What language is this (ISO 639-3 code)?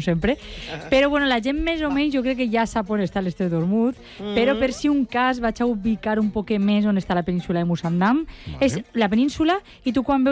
cat